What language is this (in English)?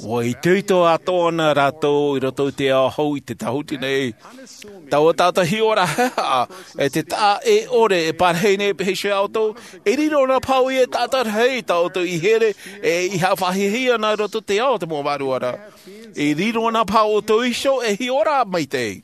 Tahitian